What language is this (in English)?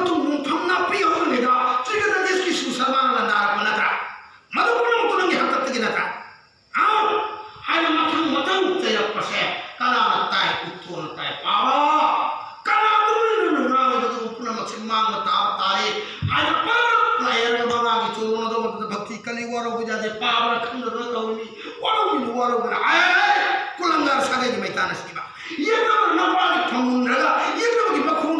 Manipuri